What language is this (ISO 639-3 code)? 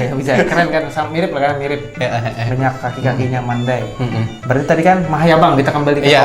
bjn